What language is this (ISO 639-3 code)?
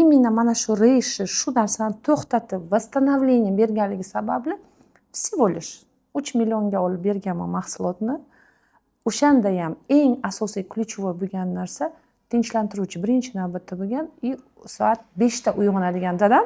uzb